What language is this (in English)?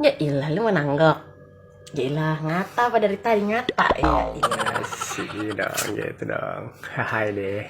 Betawi